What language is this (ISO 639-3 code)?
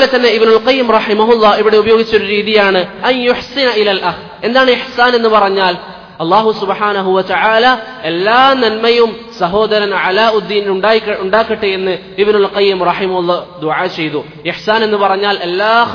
mal